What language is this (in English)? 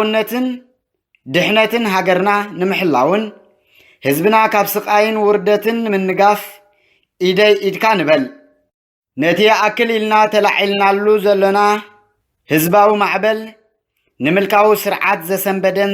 Tigrinya